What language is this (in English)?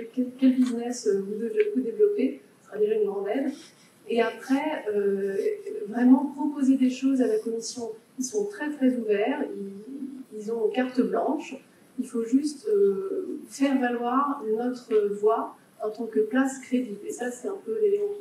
French